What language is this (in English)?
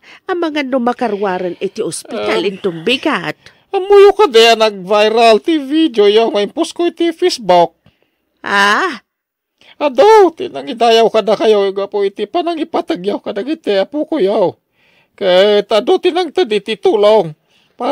Iloko